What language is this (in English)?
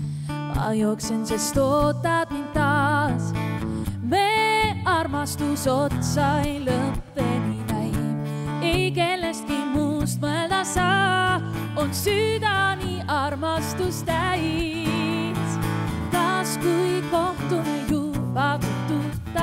Estonian